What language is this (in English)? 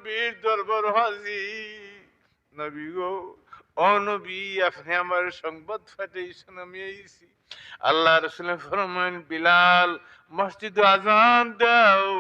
Sylheti